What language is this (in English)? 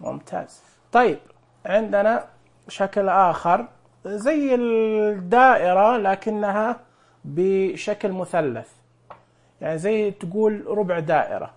Najdi Arabic